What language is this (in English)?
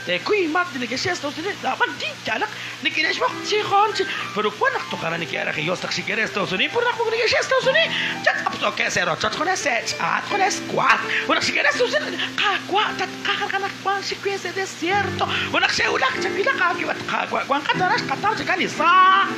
Kekchí